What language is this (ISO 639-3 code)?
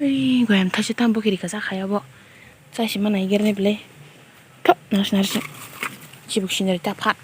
trp